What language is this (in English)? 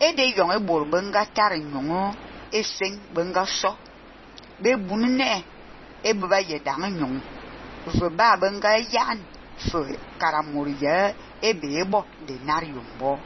Fang